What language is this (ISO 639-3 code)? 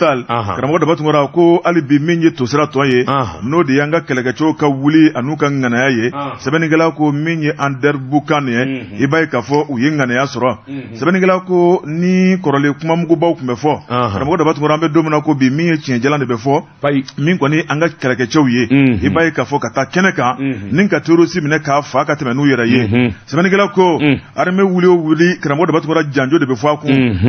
bam